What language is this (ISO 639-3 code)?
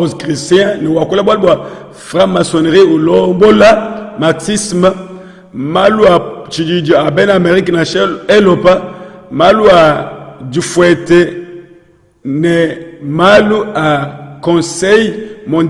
lua